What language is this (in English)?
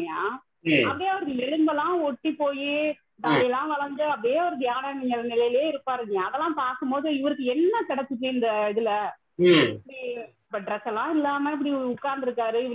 Tamil